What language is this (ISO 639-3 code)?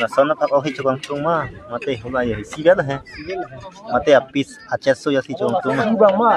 mjw